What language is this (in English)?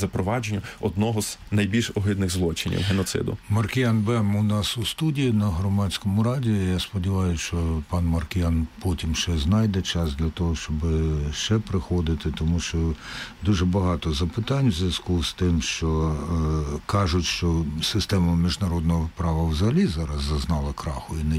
Ukrainian